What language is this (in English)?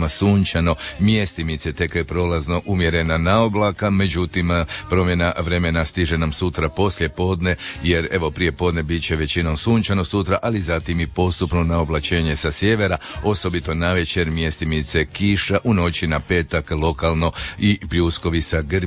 Croatian